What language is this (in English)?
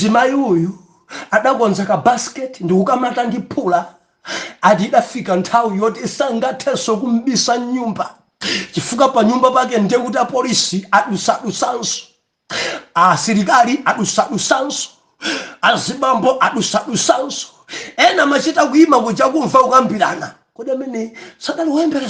Nyanja